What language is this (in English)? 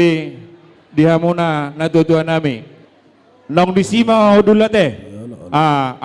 Batak Toba